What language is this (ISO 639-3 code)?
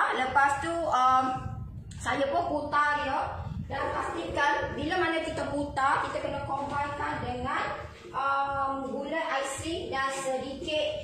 msa